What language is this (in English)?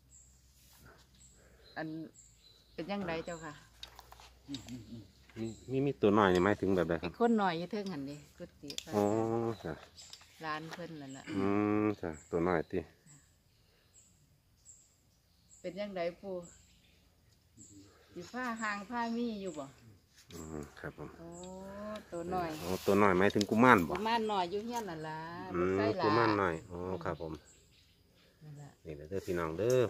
Thai